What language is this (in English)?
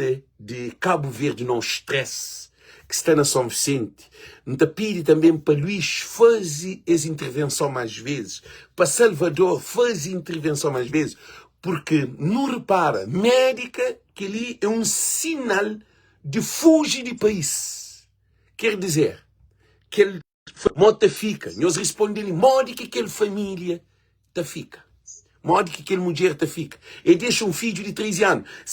Kabuverdianu